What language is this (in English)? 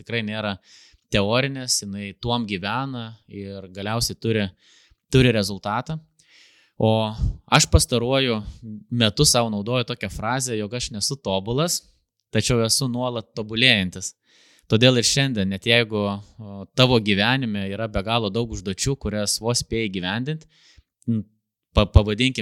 Lithuanian